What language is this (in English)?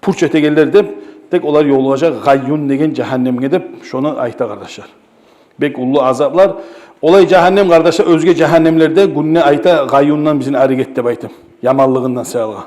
Kumyk